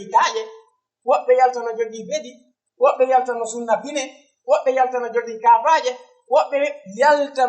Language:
Fula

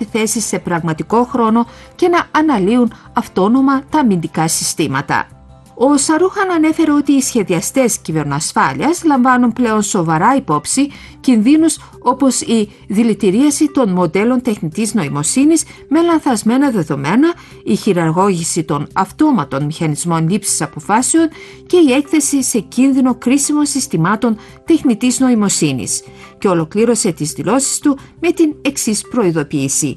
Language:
Greek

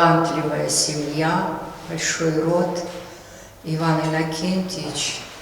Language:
Yakut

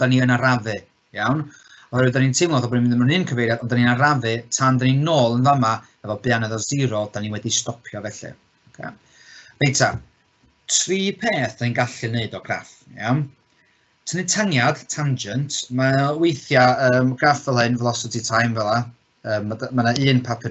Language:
Welsh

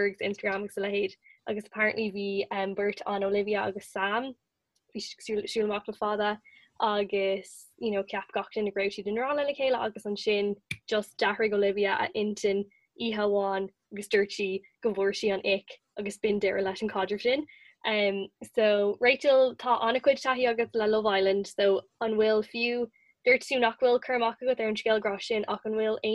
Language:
Irish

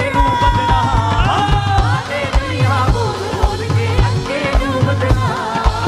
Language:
Punjabi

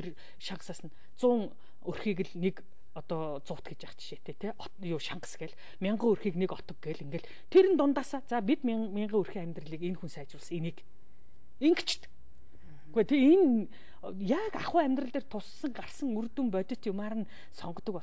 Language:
Mongolian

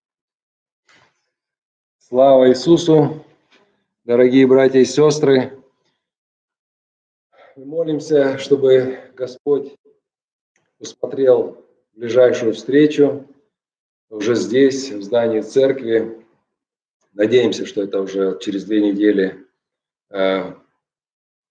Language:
Russian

